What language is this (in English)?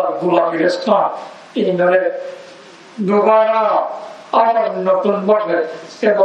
Rohingya